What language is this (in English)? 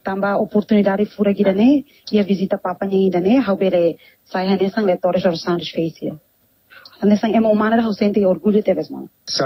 Tetum